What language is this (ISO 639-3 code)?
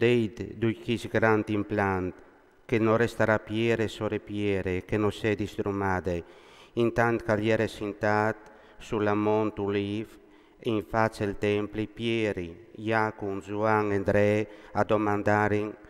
fur